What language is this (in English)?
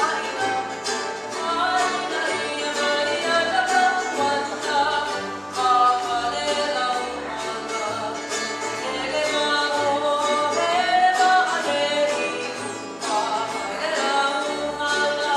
Hawaiian